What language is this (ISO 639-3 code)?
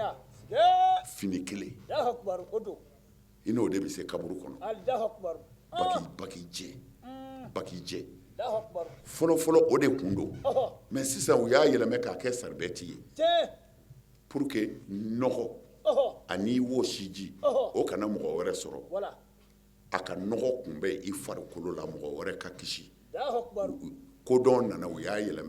bam